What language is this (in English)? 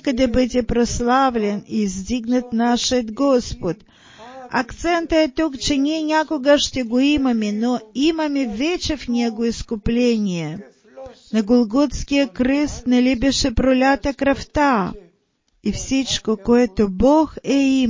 Bulgarian